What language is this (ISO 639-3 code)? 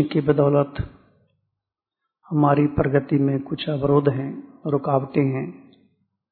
hin